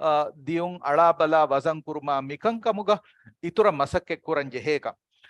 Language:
Divehi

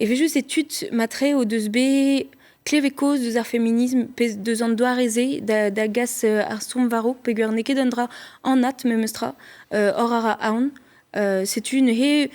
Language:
Breton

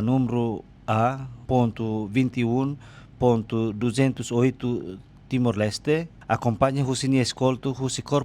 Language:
Tetum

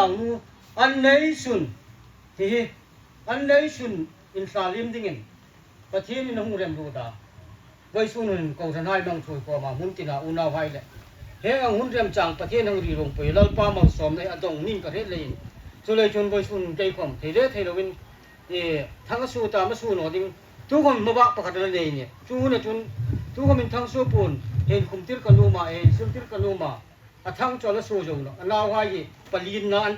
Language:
Hmar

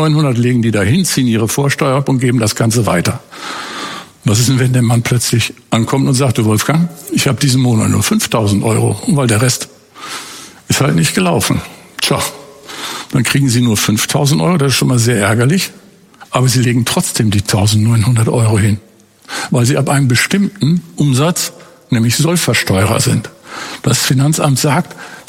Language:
German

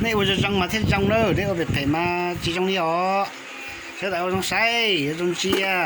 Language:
Hmong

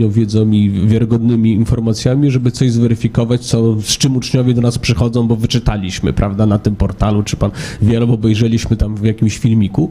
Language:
Polish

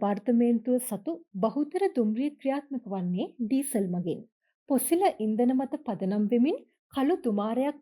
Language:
Sinhala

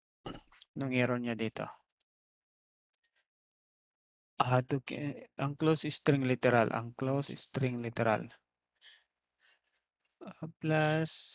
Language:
Filipino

